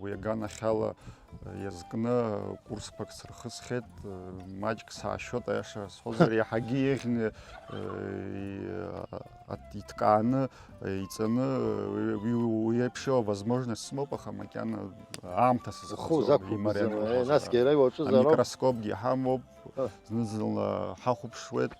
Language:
Abkhazian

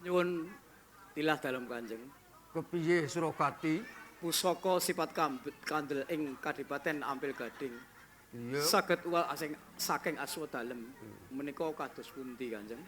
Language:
Javanese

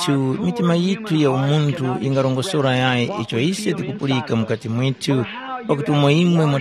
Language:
Tumbuka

